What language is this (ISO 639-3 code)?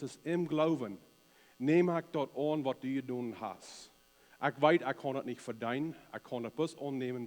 pdt